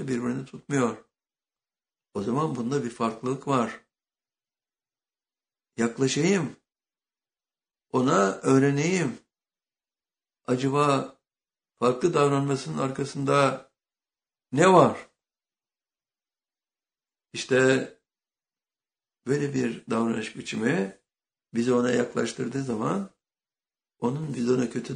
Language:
Turkish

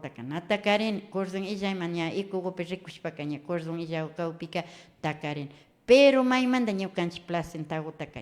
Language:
Imbabura Highland Quichua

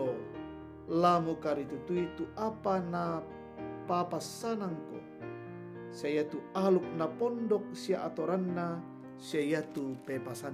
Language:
Toraja-Sa'dan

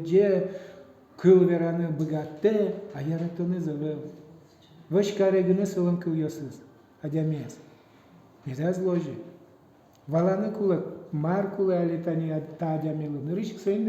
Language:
Udmurt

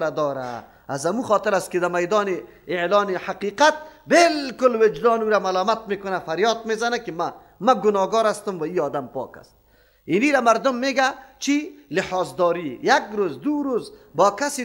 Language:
Persian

